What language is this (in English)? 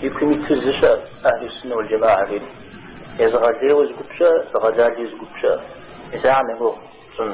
Kabardian